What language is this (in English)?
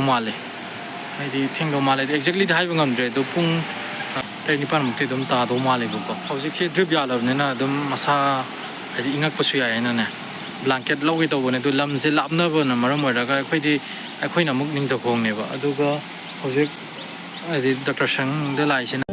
Manipuri